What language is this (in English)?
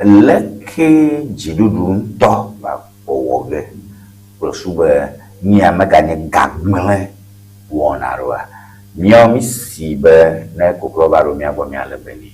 Ewe